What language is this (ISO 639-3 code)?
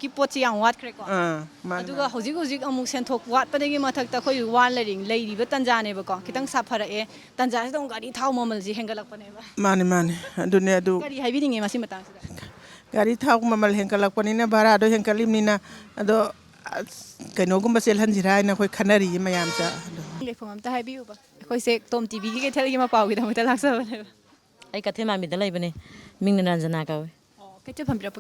mni